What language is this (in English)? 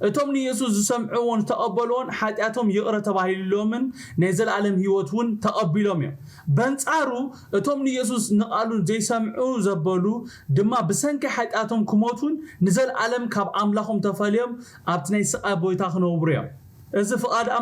Tigrinya